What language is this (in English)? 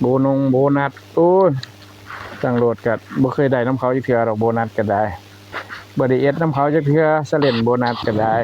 Northeastern Thai